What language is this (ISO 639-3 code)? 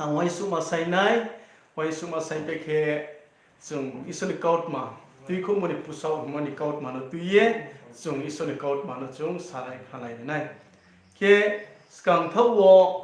ria